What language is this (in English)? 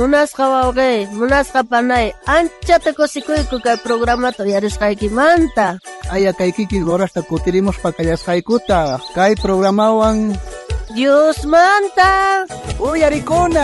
South Bolivian Quechua